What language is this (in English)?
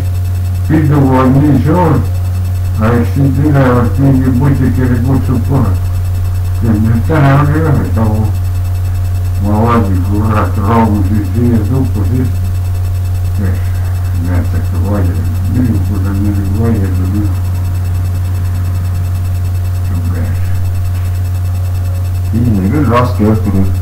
Estonian